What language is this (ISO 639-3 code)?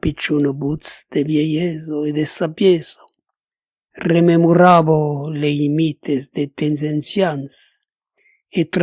oci